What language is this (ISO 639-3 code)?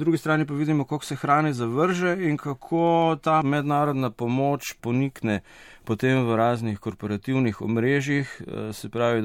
slv